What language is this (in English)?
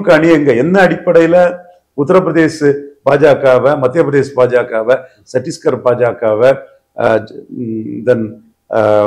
Tamil